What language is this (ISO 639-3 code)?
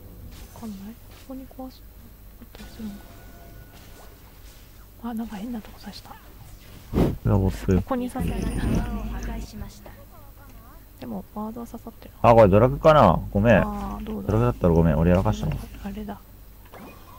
jpn